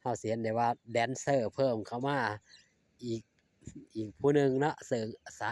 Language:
Northeastern Thai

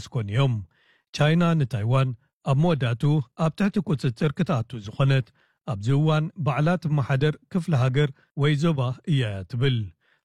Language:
Tigrinya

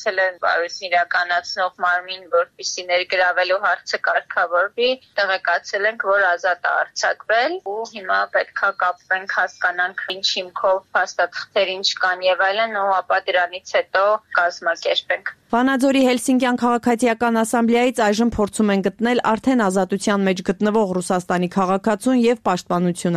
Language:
Armenian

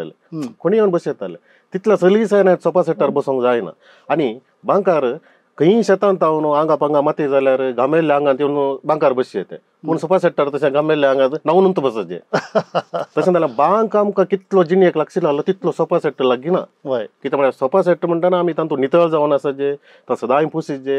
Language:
Konkani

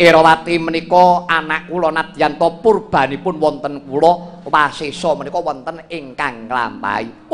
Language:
Javanese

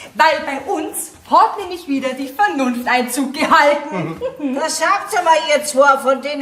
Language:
Bavarian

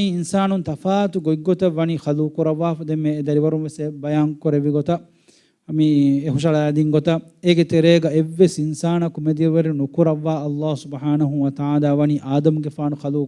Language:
Divehi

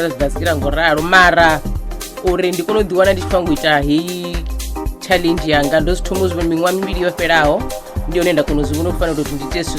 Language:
Venda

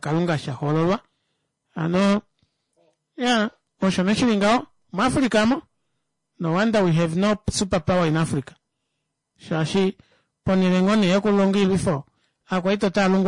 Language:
Kuanyama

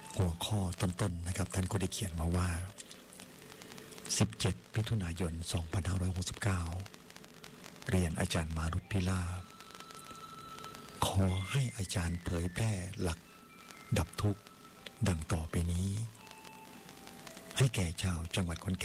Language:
Thai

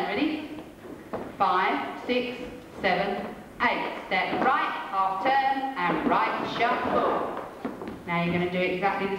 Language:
English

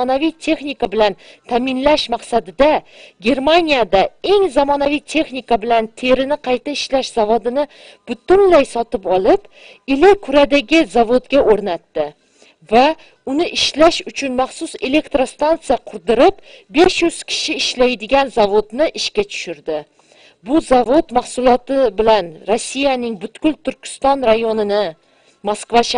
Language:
Uyghur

